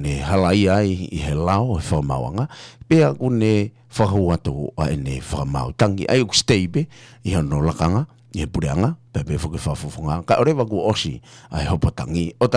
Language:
Tongan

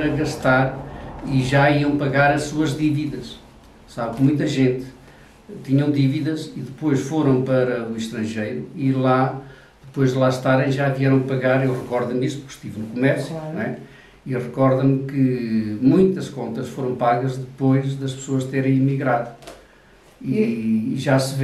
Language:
Portuguese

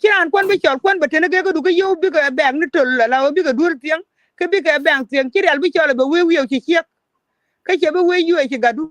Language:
Nuer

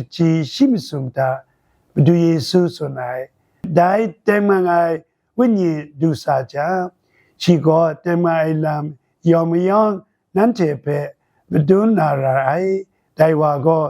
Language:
Kachin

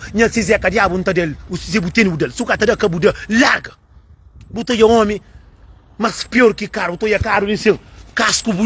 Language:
Kabuverdianu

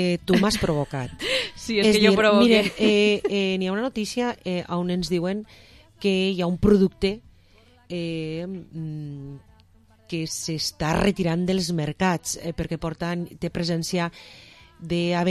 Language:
Catalan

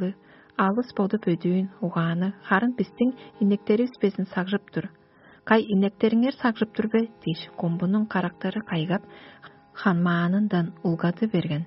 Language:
Tuvinian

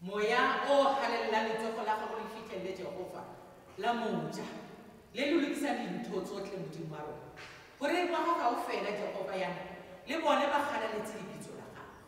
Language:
Tswana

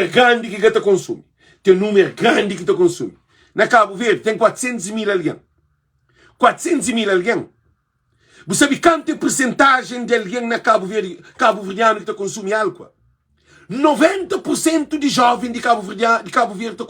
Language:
Kabuverdianu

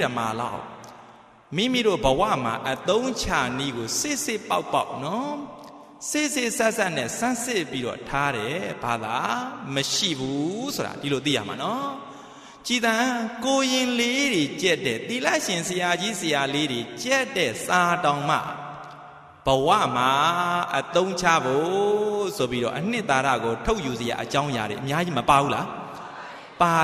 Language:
Burmese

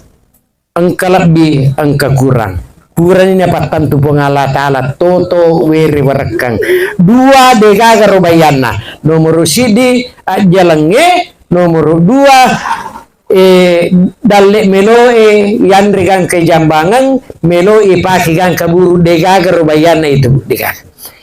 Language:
Buginese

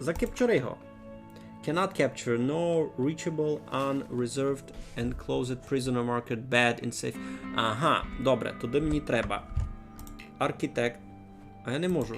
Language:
Rusyn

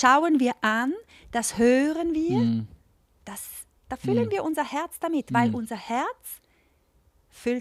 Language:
Swiss German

